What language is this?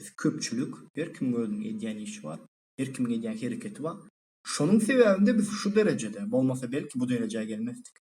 Turkmen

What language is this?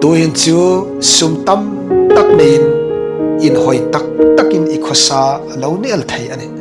Hmar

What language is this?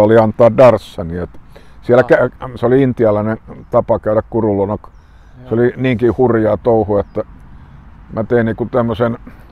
Finnish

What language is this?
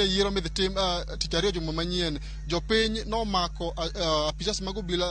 Luo (Kenya and Tanzania)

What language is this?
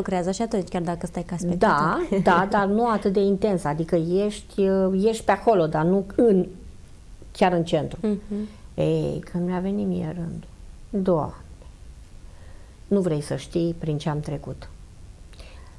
Romanian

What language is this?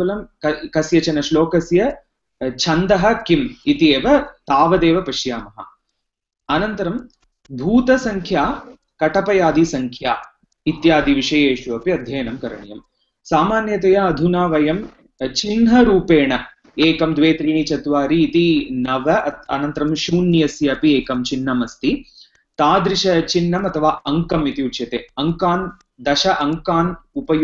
Sanskrit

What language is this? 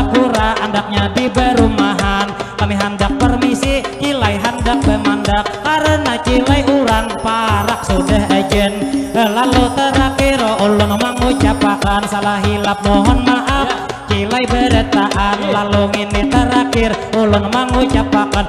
Banjar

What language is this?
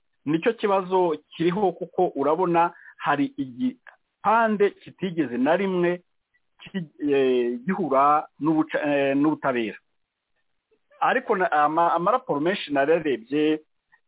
Kinyarwanda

